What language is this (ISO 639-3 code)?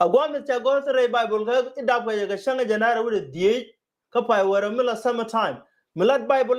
nus